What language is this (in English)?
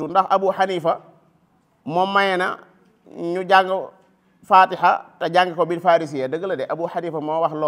Wolof